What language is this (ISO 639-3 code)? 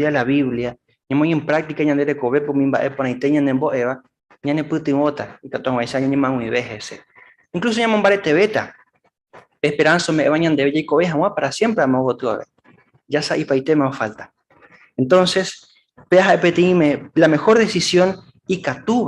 grn